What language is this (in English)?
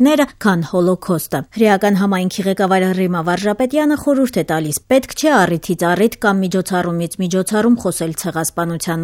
Armenian